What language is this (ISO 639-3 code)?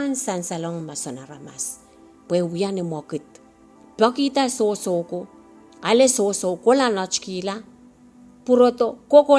pon